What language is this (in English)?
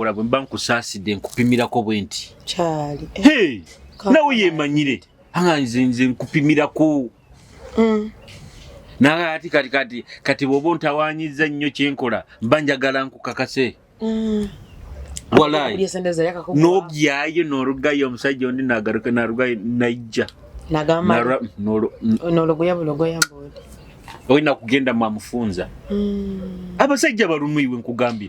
Nyoro